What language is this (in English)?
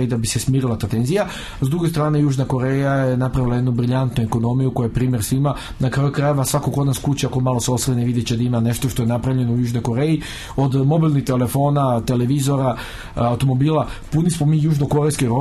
Serbian